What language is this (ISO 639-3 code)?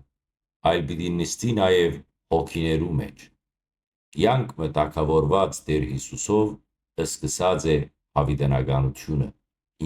hyw